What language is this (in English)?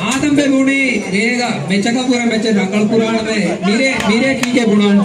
Divehi